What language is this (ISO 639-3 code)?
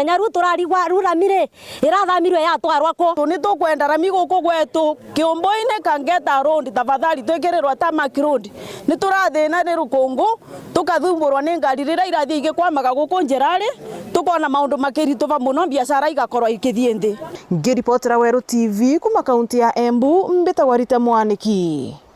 mer